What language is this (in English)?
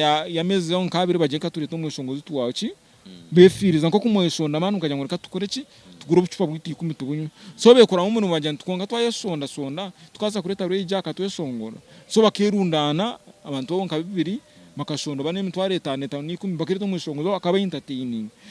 Nyankole